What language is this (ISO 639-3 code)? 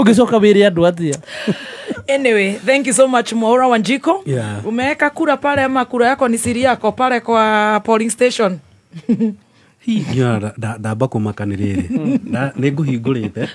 kik